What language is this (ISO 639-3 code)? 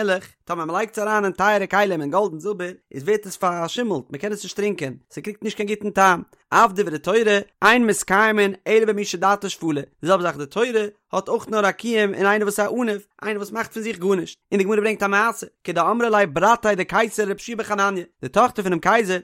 yid